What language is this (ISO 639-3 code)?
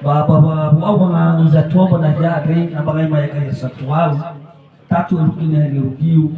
nia